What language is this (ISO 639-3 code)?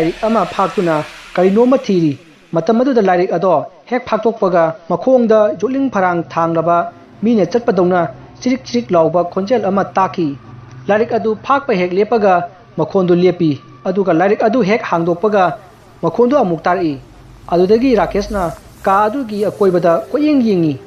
mni